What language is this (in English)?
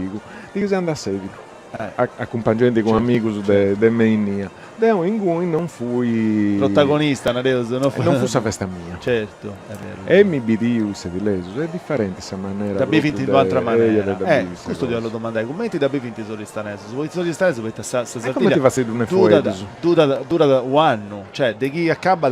Sardinian